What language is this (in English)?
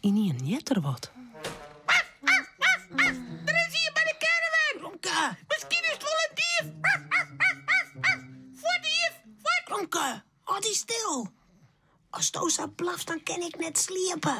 Western Frisian